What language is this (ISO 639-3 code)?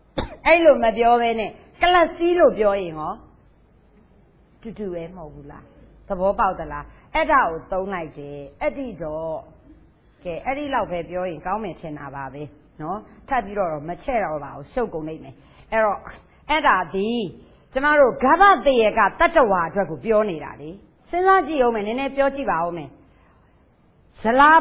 mya